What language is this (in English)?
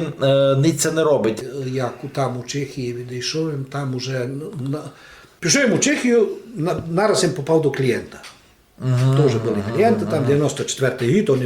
Rusyn